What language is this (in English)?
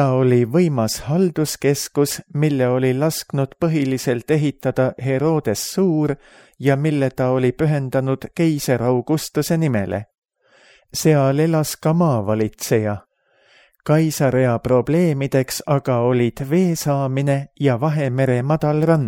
Estonian